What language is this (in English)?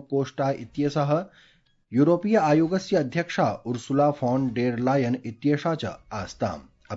Sanskrit